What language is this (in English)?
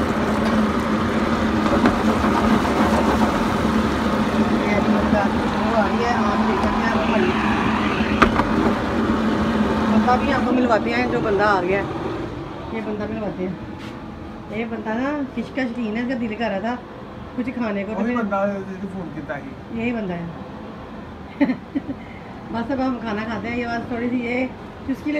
Hindi